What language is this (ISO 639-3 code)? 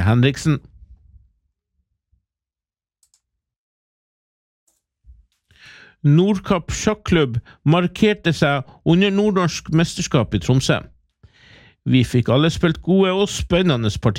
nor